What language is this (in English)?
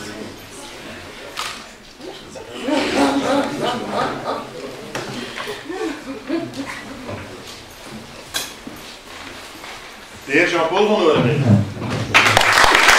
Dutch